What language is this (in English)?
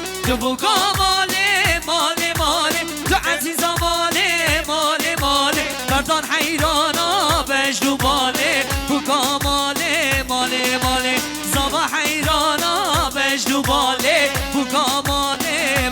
Kurdish